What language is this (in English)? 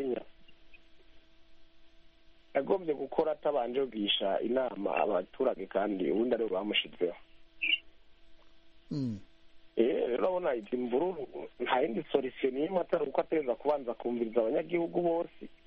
Kinyarwanda